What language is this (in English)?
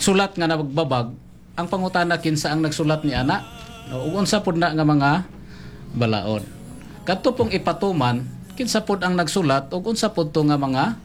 Cebuano